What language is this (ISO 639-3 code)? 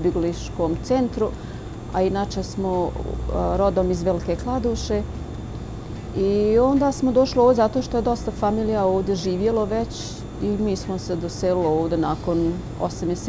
bos